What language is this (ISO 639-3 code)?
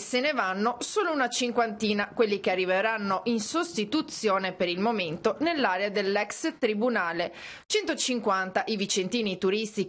ita